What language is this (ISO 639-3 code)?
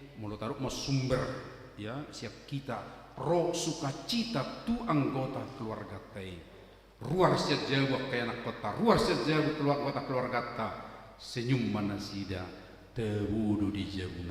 bbc